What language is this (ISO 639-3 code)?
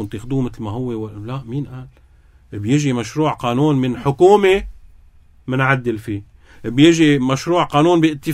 apc